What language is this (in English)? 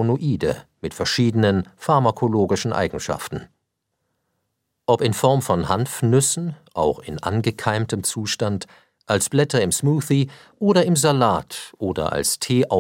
German